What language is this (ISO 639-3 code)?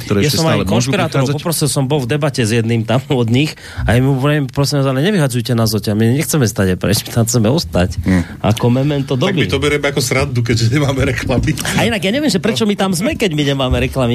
slk